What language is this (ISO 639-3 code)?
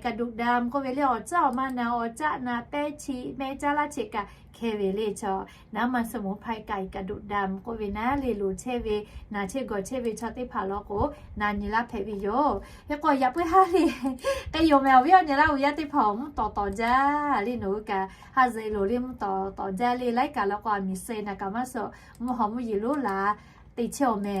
lhu